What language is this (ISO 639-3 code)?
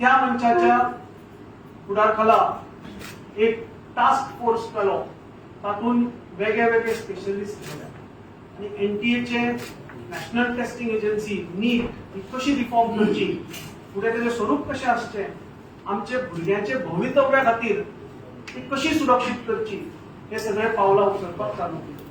kok